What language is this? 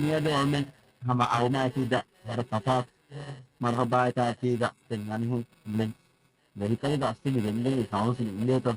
Divehi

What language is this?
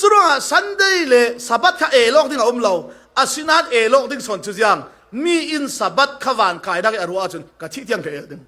Falam Chin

